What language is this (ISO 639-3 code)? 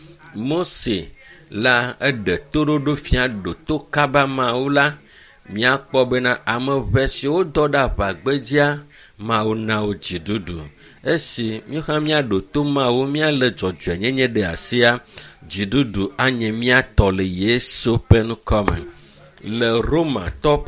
ewe